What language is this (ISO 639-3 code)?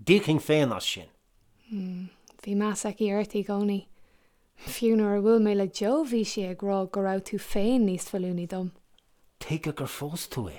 gle